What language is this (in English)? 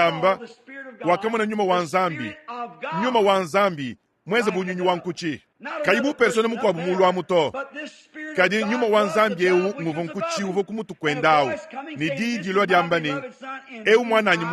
Luba-Lulua